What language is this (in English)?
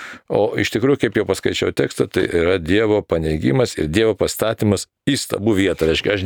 Lithuanian